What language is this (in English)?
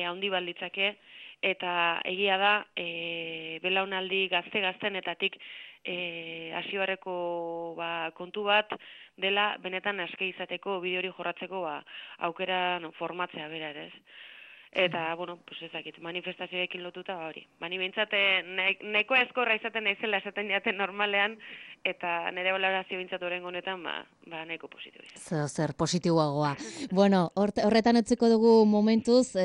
Basque